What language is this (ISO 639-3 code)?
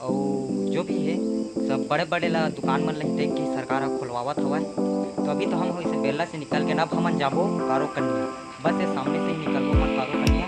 hne